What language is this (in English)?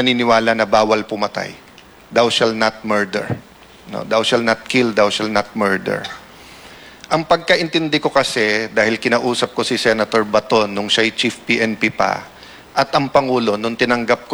Filipino